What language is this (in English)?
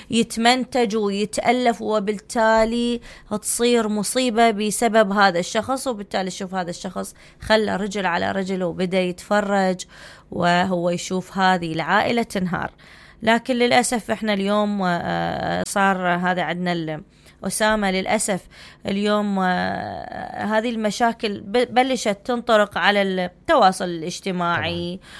Mesopotamian Arabic